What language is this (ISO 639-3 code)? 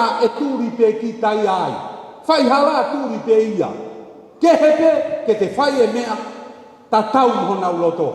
ton